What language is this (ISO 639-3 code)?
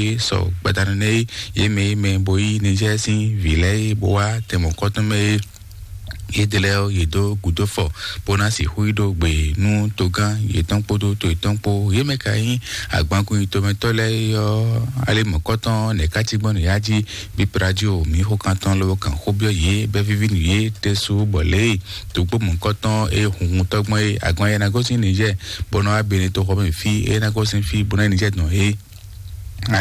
fon